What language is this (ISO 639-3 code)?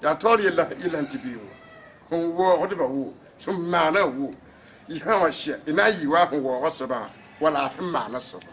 mos